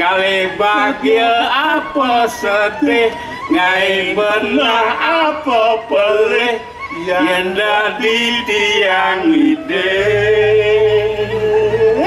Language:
Balinese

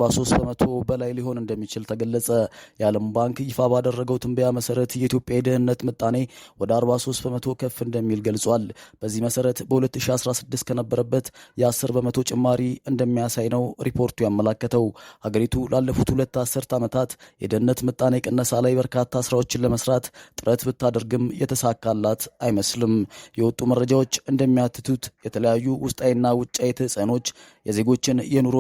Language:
Amharic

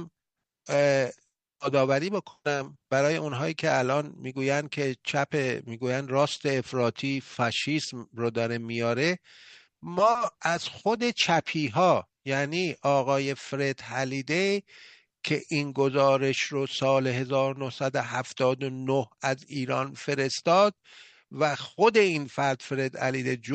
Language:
Persian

